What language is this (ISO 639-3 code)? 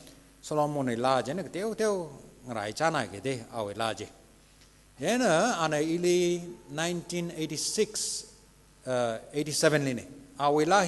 nmf